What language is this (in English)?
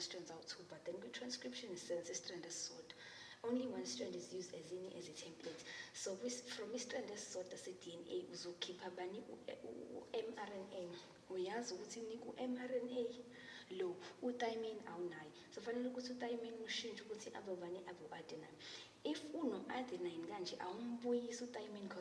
Zulu